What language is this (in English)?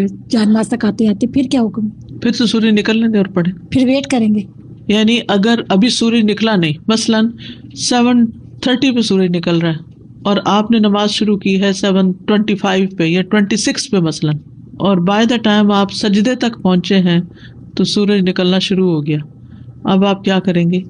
Urdu